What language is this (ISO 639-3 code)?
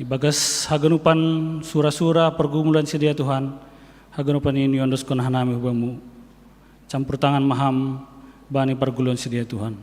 bts